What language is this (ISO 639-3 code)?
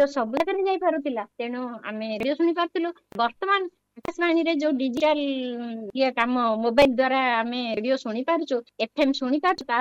ori